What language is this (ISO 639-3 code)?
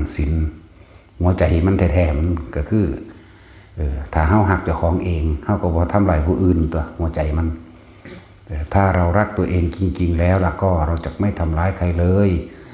tts